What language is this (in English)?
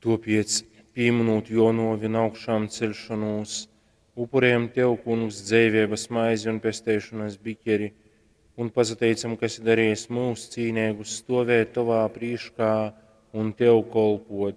Latgalian